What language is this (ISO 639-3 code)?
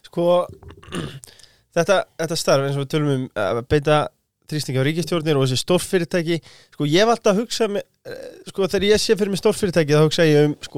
isl